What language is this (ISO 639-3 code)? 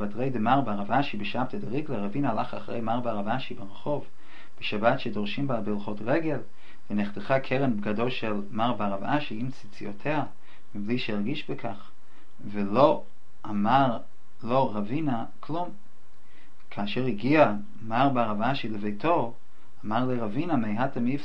heb